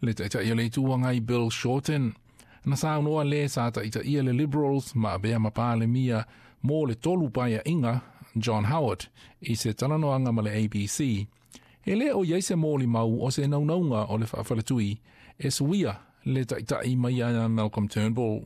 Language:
Samoan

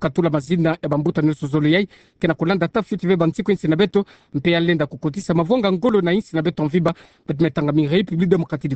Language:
Kituba (Democratic Republic of Congo)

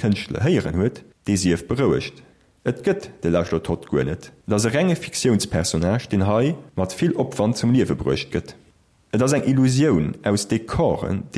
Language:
Luxembourgish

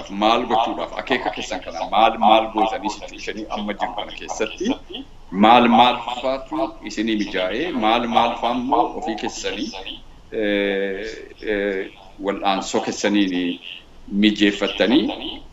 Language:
Oromo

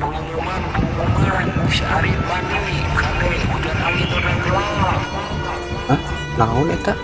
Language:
Sundanese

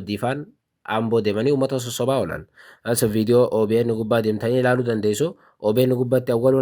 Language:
Oromo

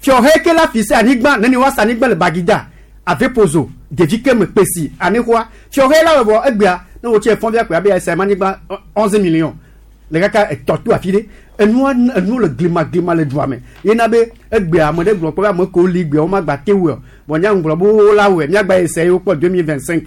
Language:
Gen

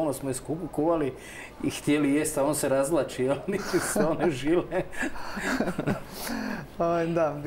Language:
Croatian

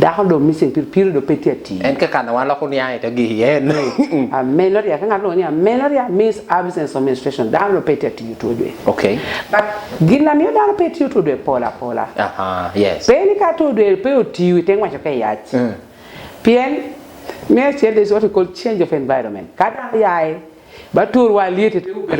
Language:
Lango (Uganda)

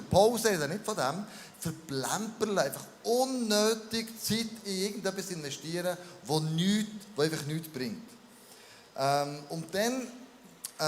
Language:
Swiss German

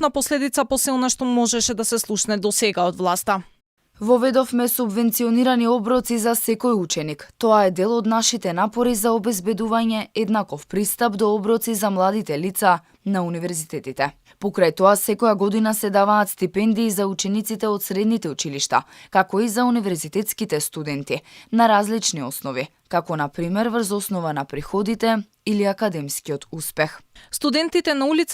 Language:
Macedonian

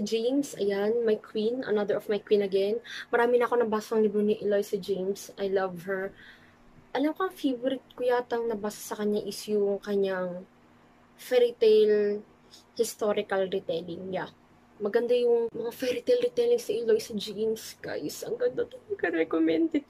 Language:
Filipino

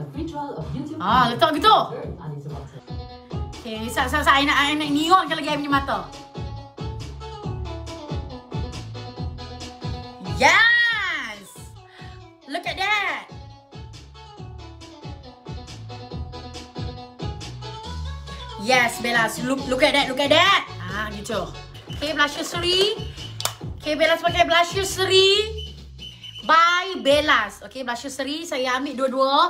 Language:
Malay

